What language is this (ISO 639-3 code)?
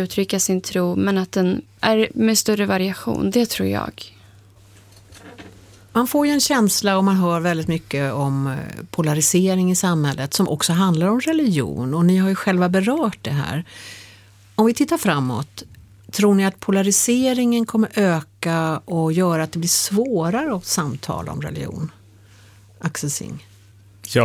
swe